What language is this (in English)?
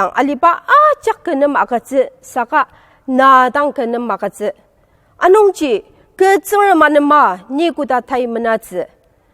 Ao Naga